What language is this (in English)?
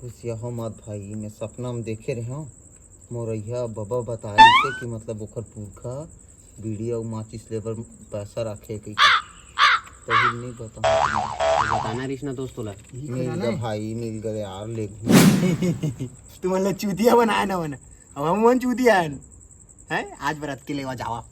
Chhattisgarhi